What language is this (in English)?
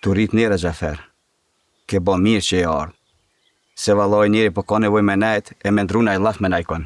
Albanian